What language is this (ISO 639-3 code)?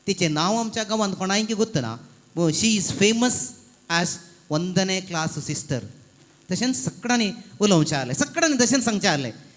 kok